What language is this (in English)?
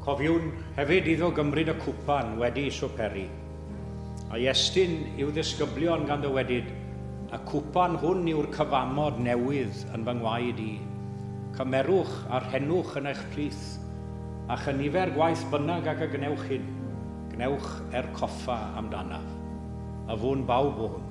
Welsh